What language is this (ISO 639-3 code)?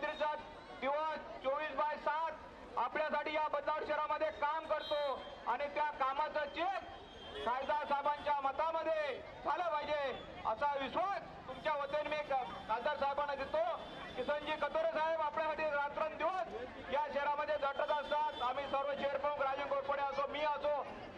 mar